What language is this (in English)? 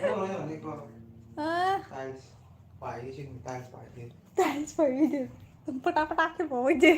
Kok Borok